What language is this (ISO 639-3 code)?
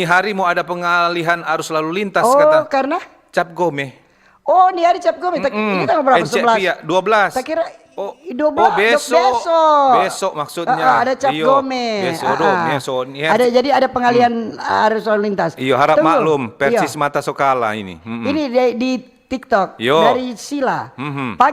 xmm